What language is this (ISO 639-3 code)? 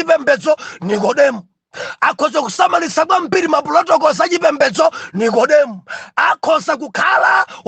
nya